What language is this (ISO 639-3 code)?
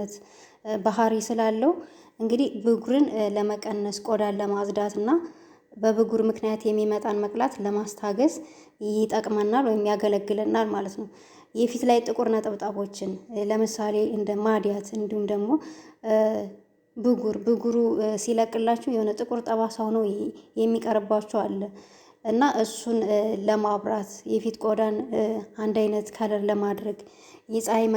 amh